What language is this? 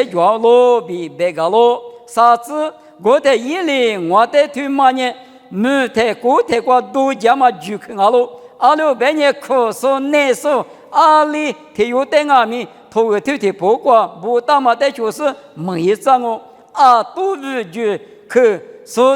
Lisu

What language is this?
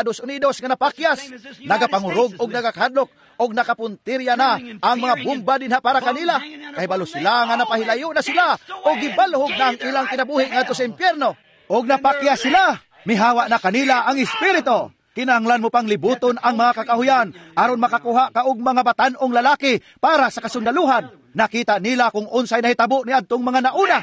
Cebuano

